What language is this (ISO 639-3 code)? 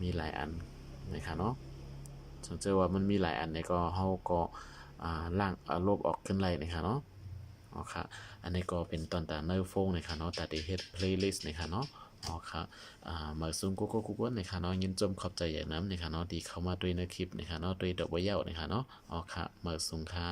shn